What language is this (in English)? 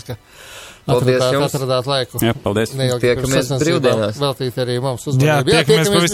Latvian